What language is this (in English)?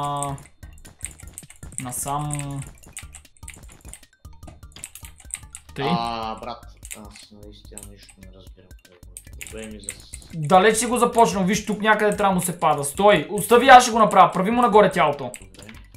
Bulgarian